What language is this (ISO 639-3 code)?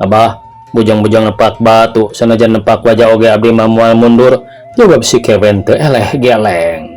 sun